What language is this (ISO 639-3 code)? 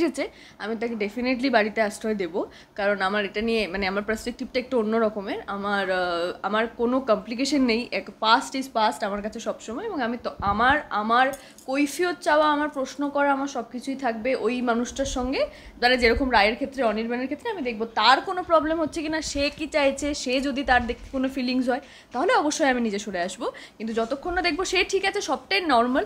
ben